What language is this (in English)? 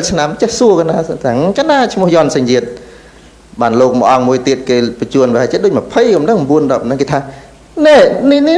Khmer